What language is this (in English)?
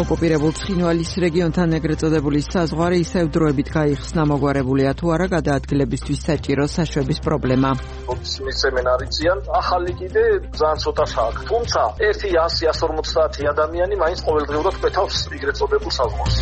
Georgian